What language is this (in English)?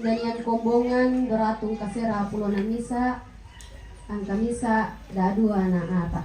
Toraja-Sa'dan